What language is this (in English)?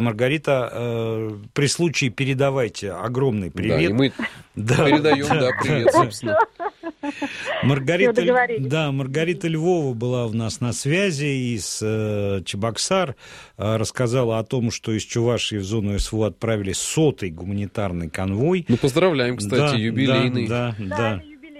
Russian